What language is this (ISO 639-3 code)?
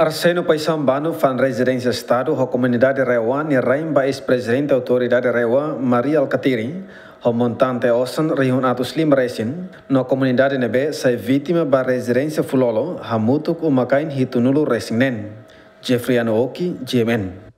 tet